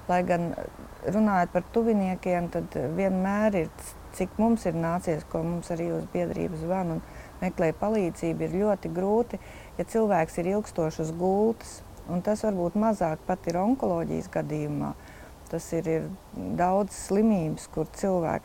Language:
Latvian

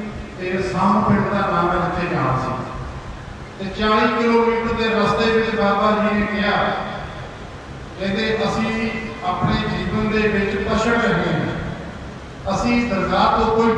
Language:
Punjabi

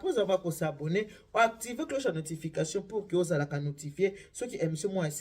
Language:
Lingala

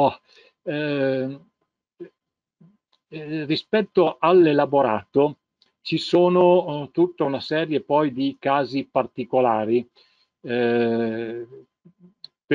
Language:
Italian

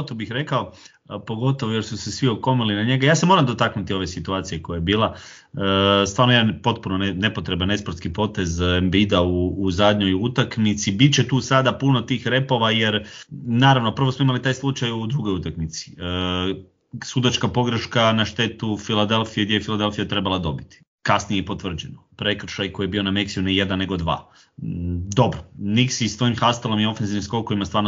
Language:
Croatian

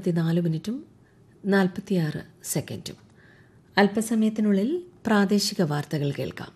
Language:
Malayalam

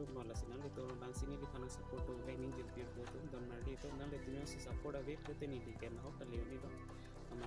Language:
Karbi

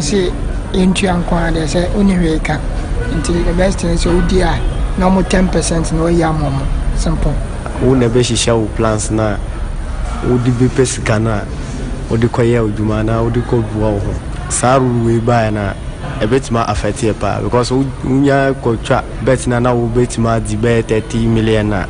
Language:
Akan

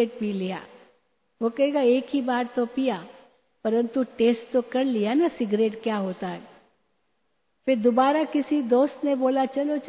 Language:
Hindi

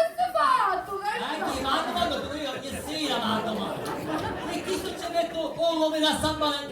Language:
Sicilian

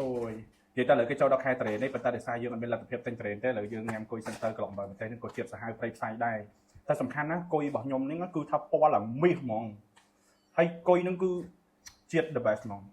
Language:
Khmer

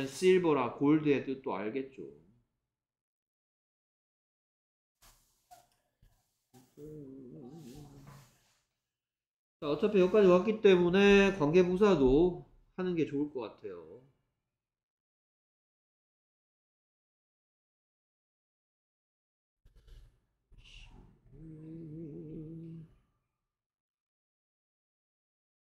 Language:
Korean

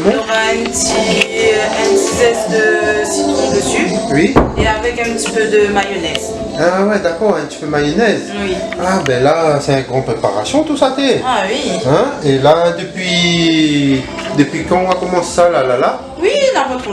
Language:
Réunion Creole French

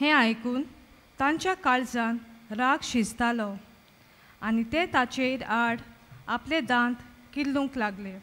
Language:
Konkani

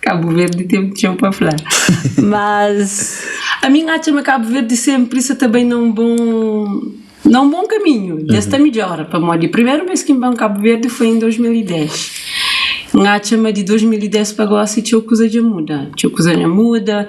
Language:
Kabuverdianu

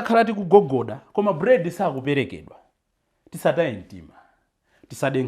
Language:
Nyanja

